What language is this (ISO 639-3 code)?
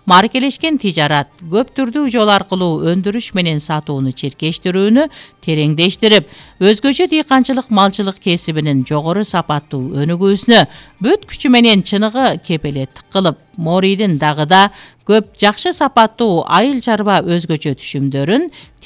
kir